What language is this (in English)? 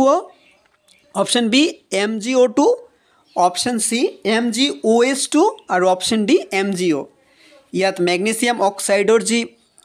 Assamese